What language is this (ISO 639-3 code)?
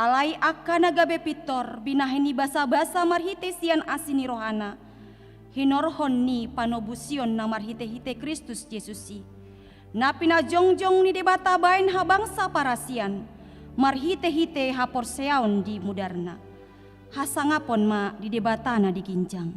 bbc